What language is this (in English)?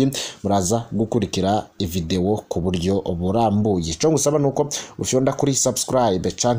Rundi